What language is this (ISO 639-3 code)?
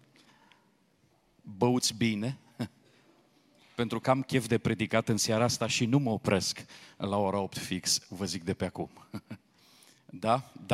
ron